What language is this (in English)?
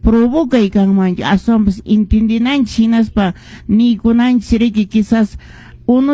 Quechua